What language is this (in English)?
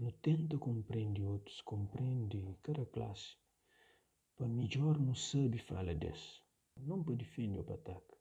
Kabuverdianu